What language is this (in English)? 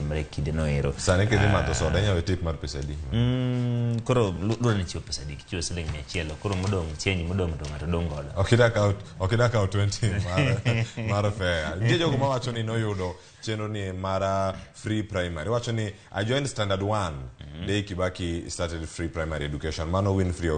Luo (Kenya and Tanzania)